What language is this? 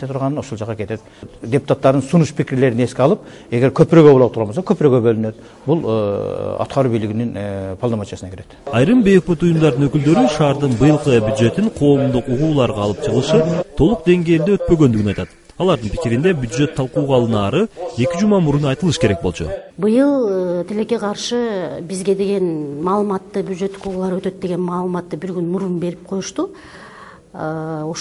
Kyrgyz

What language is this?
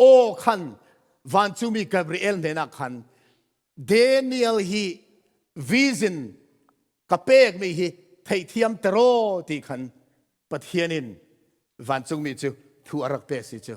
Falam Chin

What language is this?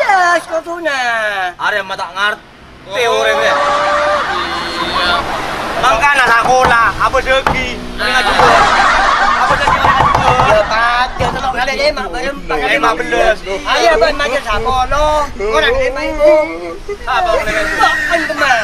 Madurese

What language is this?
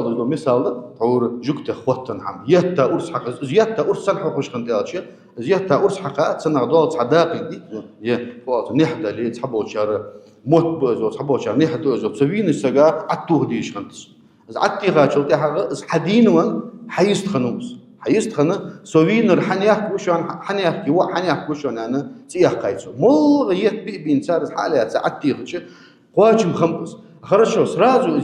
Ingush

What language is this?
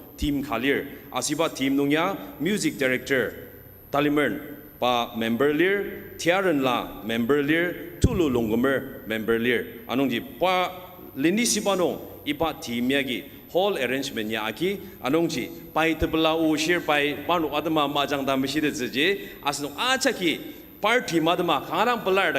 Ao Naga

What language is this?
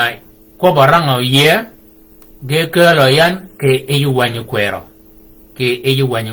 Shilluk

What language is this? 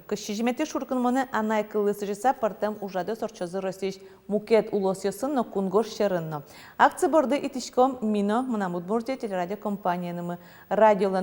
Udmurt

